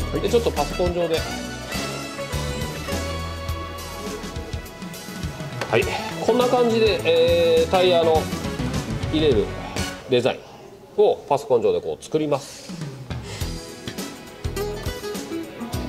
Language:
Japanese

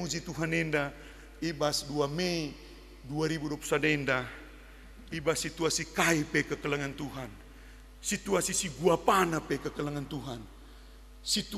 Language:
Batak Karo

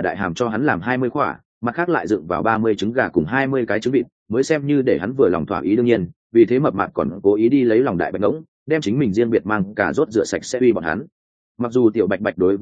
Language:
Vietnamese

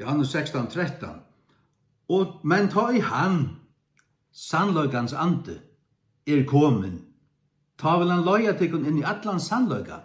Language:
Faroese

